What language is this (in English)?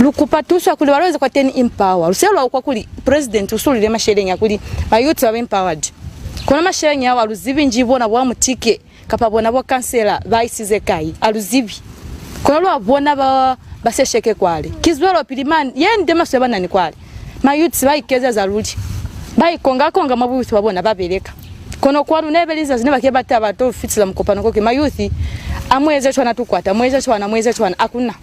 Lozi